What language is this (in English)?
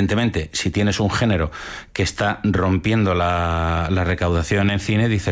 Spanish